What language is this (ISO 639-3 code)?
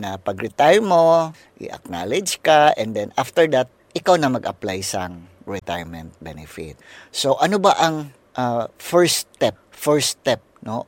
hil